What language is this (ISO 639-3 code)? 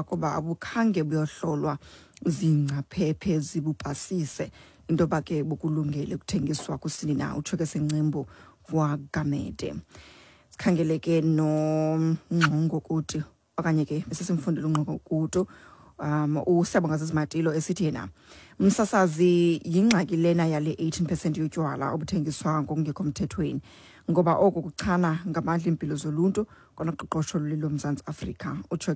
xho